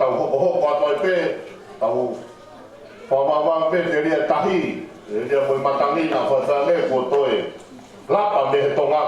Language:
Tongan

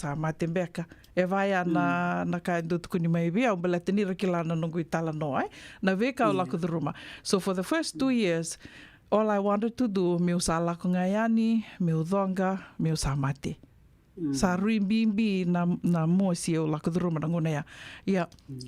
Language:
Fijian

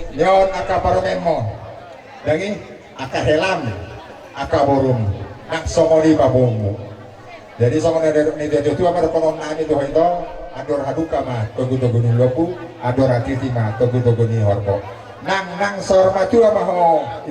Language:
Batak Toba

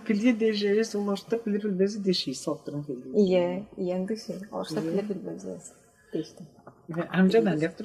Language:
Tuvinian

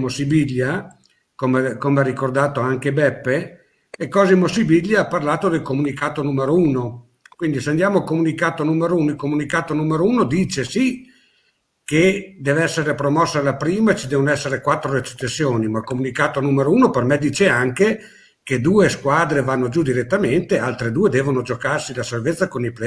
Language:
Italian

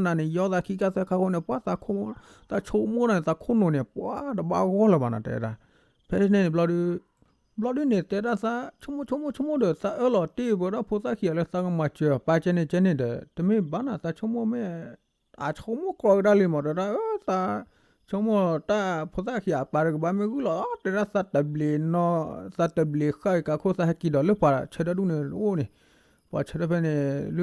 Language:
S'gaw Karen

